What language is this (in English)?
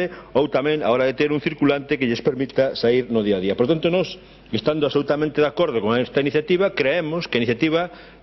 Galician